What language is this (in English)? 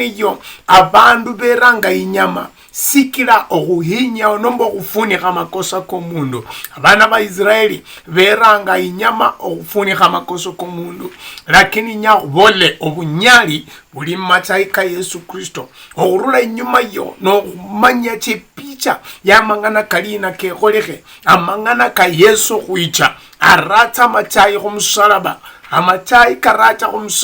Luyia